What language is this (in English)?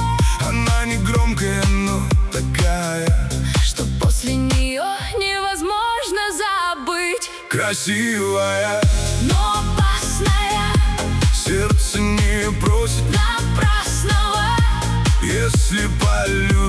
Russian